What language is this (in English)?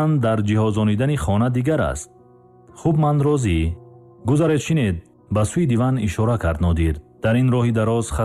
Tajik